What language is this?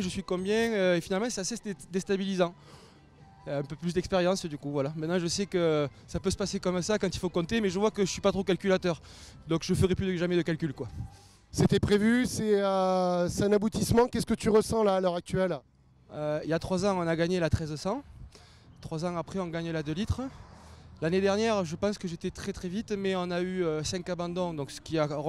French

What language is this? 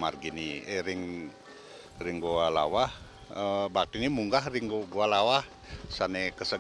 Balinese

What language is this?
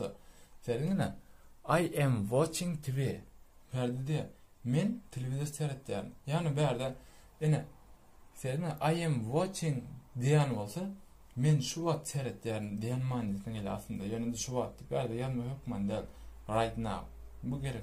Turkmen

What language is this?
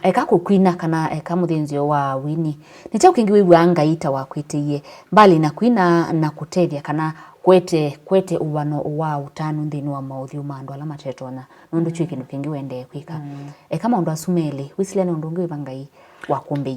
Kamba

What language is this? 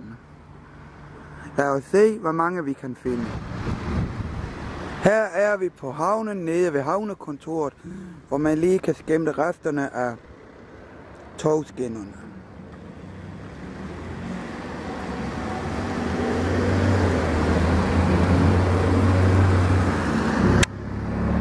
Danish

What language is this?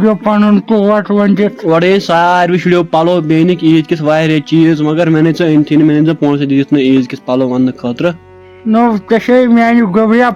Kashmiri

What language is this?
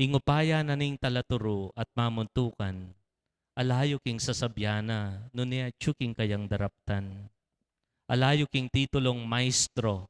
Pampanga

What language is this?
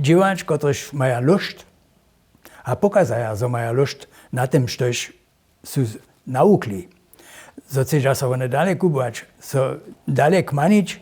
Upper Sorbian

